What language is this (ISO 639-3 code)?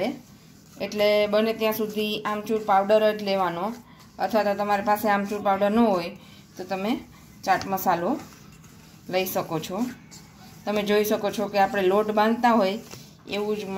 guj